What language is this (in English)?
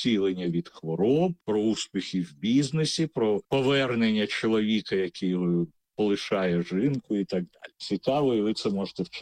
Ukrainian